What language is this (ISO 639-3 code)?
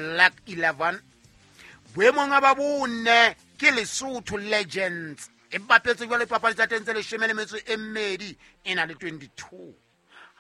sot